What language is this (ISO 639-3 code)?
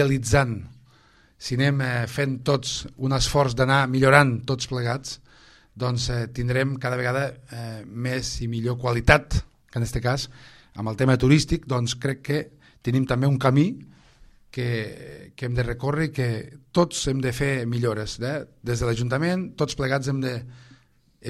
cat